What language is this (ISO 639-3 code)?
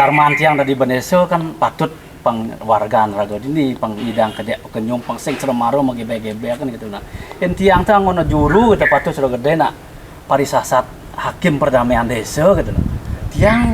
ban